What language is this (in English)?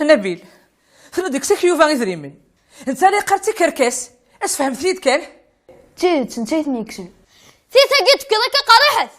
Kabyle